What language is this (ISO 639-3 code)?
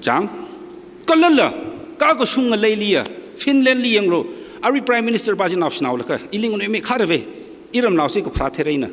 nmf